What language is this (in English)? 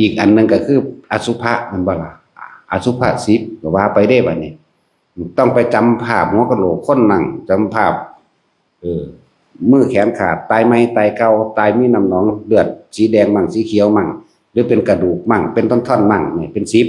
Northeastern Thai